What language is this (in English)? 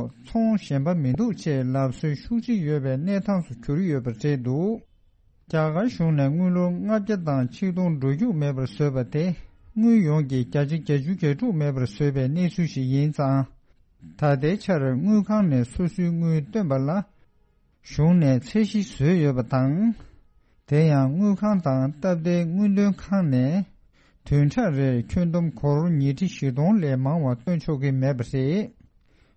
Tibetan